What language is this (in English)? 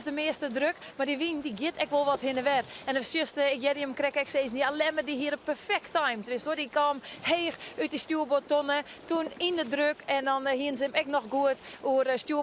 Western Frisian